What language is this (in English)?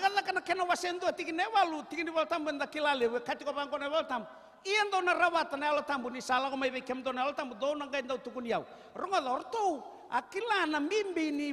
Fijian